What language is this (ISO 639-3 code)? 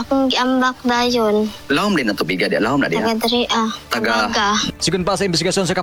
ceb